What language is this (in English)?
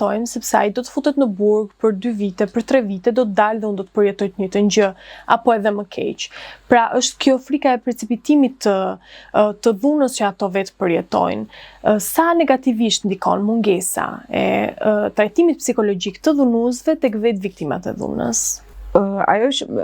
Albanian